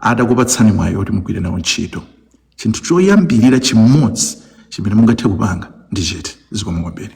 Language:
Nyanja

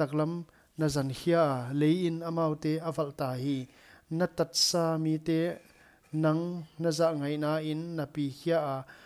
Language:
Paite Chin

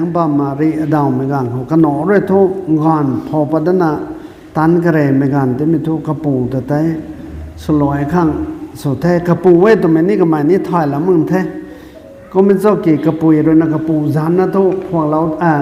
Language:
Rongmei Naga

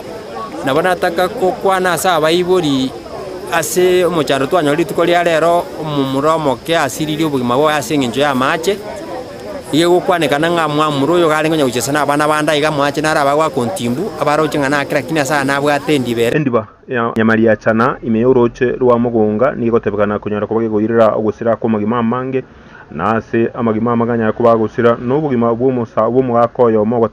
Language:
Gusii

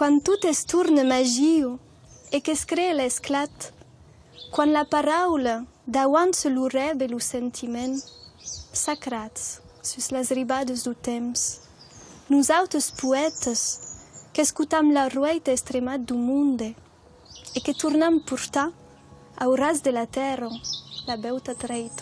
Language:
Occitan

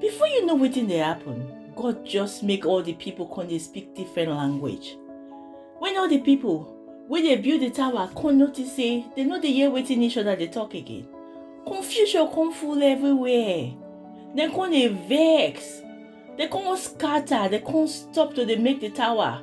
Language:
Nigerian Pidgin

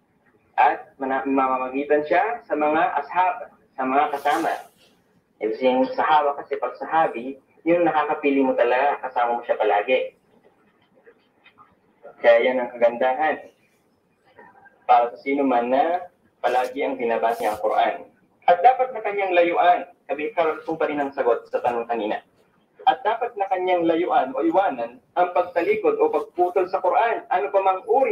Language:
Filipino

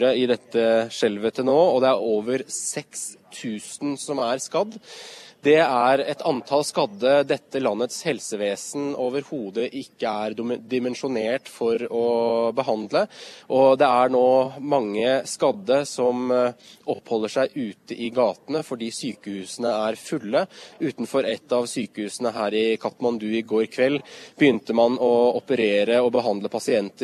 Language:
Norwegian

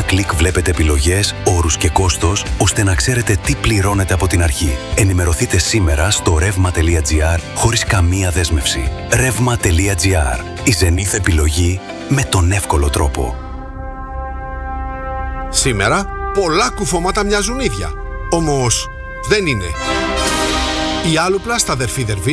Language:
Greek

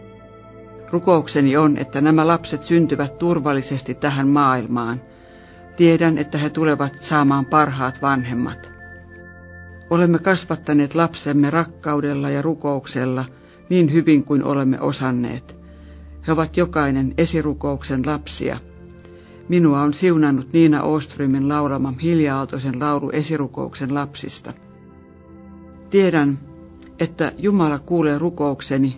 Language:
Finnish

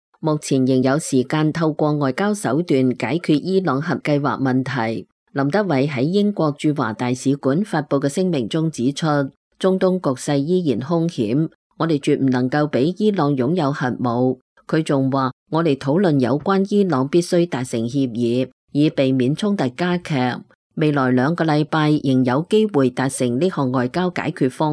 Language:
Cantonese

